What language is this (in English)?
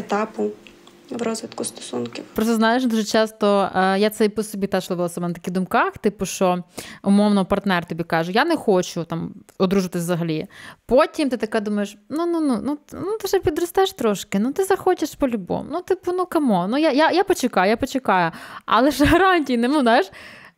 Ukrainian